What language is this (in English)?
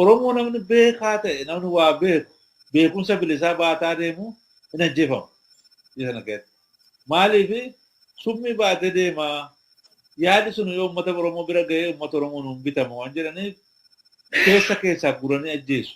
Oromo